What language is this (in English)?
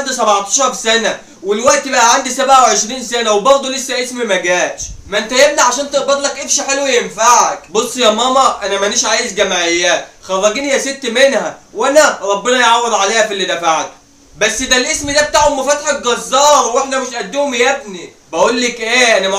Egyptian Arabic